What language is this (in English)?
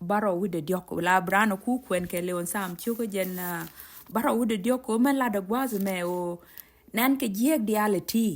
Nuer